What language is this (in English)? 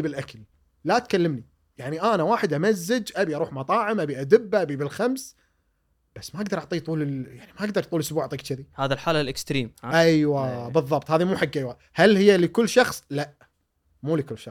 Gulf Arabic